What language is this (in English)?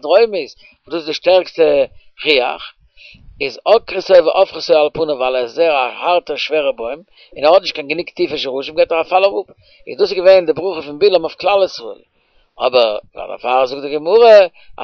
Yiddish